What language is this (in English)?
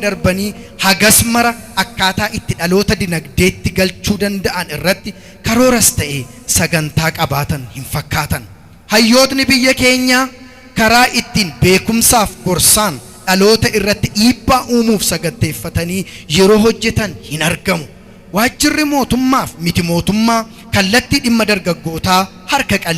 Oromo